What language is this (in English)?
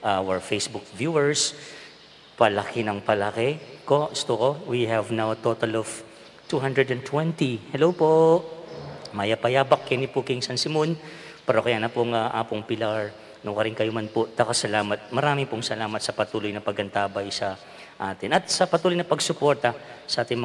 Pampanga